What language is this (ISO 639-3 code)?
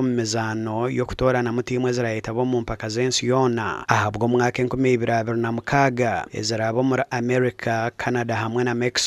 nyn